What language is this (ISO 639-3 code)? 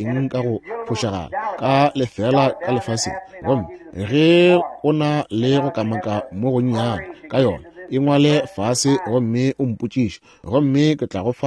nso